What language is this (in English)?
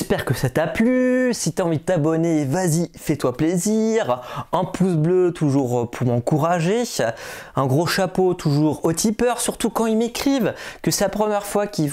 French